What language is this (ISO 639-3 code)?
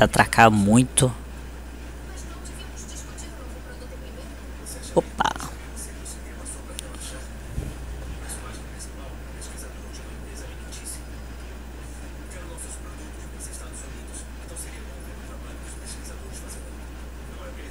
por